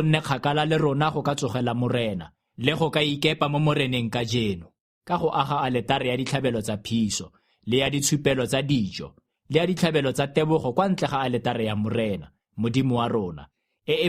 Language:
Tswana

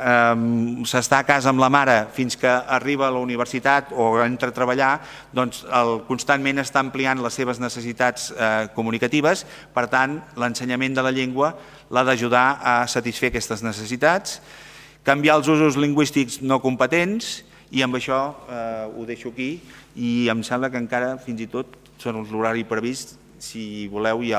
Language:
Catalan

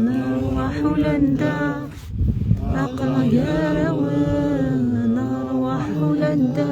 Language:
Kabyle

